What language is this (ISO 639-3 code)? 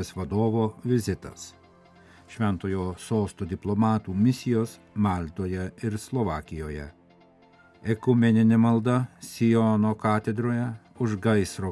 lit